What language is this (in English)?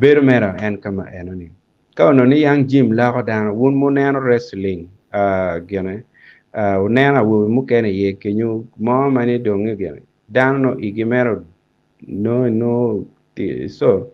Acoli